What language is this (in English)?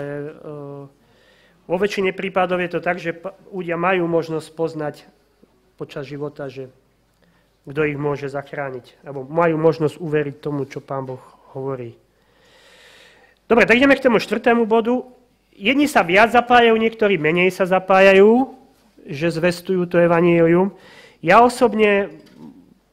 Slovak